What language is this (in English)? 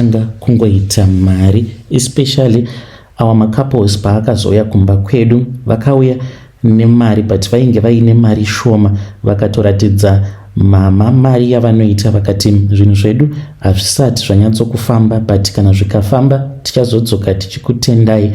Shona